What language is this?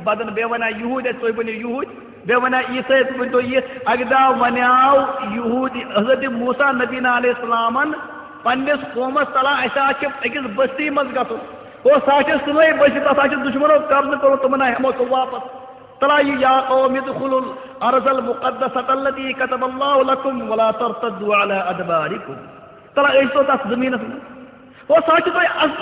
Kashmiri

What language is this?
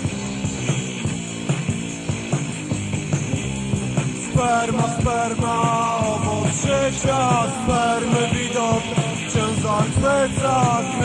Polish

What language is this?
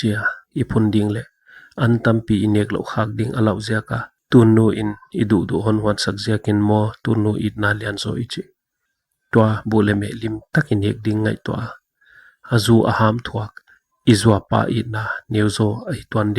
Paite Chin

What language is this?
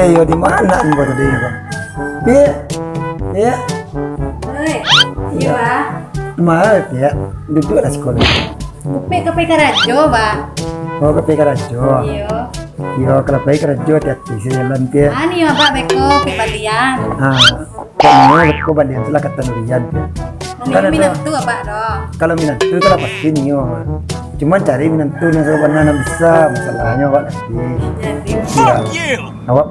Minangkabau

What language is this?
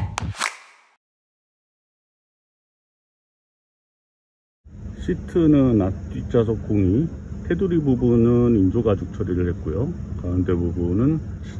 Korean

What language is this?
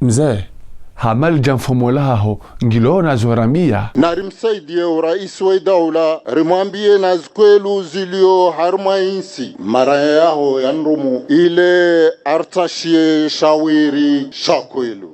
Ngazidja Comorian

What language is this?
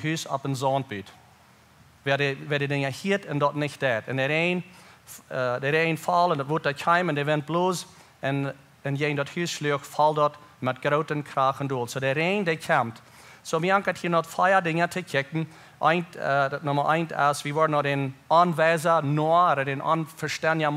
Plautdietsch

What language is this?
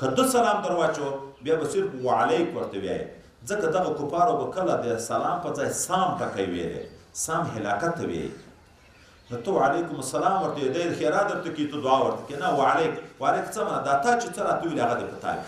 Pashto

